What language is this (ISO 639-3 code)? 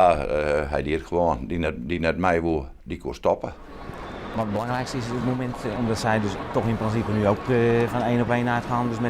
fry